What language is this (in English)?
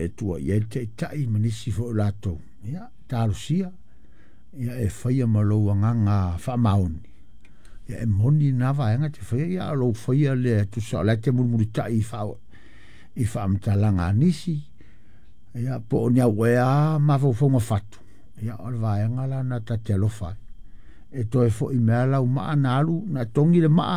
Samoan